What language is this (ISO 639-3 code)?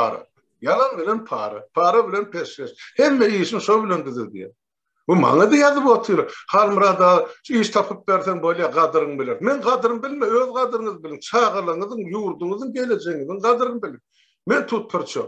tuk